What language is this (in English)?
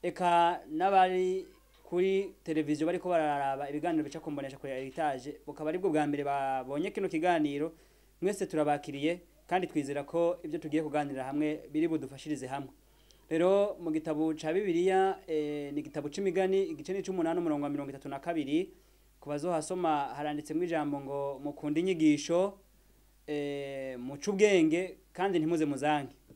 Rundi